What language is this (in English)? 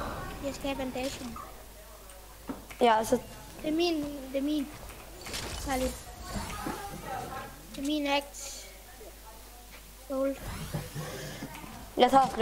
Danish